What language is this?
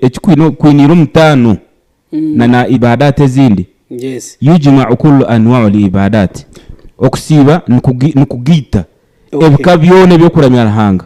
Nyankole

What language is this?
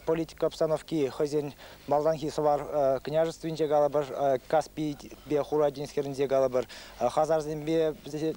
Chuvash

